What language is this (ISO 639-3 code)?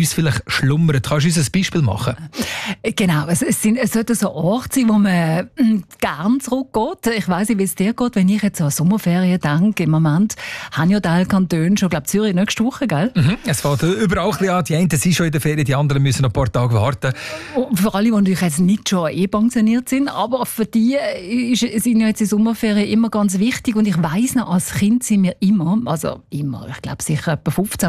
deu